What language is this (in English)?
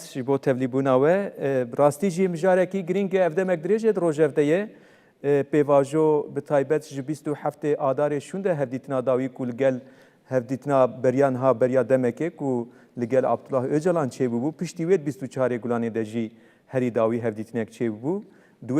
Kurdish